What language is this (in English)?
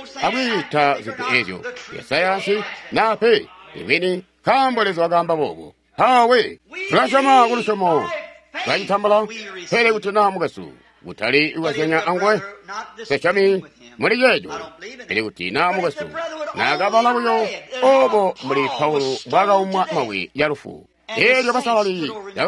Tonga (Zambia)